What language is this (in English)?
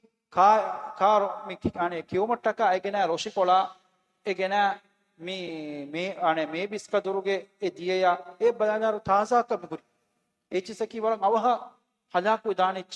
Divehi